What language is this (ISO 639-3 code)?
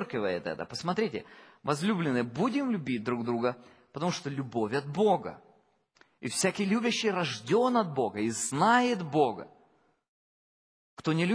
rus